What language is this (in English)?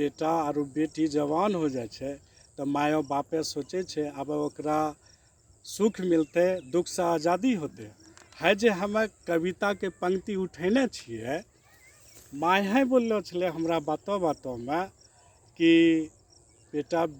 Angika